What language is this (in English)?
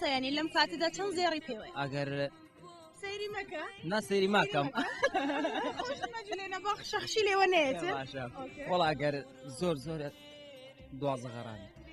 Kurdish